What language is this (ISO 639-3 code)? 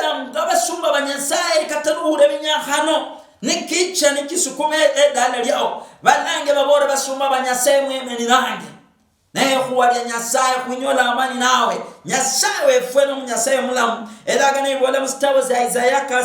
luy